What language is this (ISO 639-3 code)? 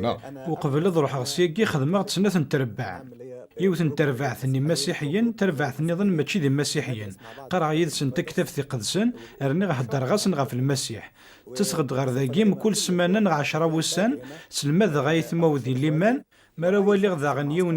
kab